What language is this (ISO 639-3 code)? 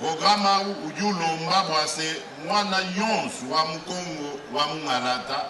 lua